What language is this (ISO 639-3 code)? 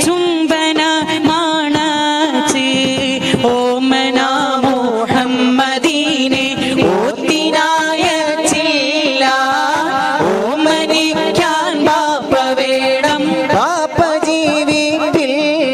mal